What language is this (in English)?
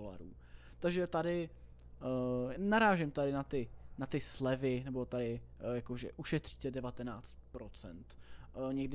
Czech